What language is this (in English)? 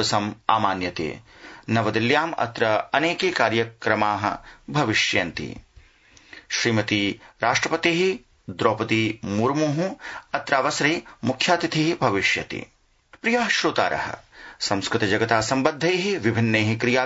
Sanskrit